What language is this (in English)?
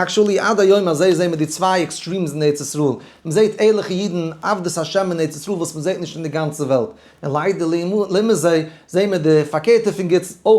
Yiddish